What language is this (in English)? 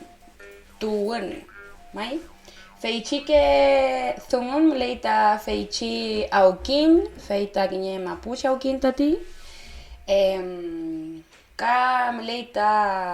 Mapuche